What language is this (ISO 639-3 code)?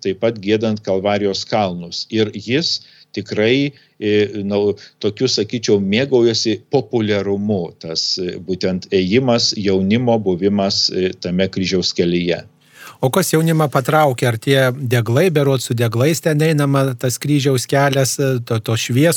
lit